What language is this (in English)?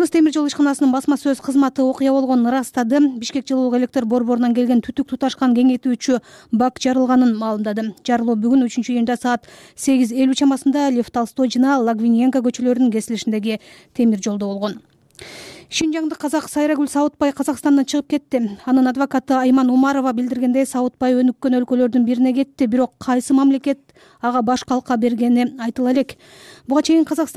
Kyrgyz